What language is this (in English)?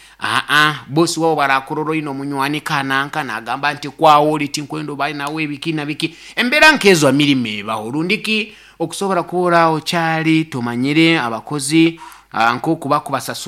Nyoro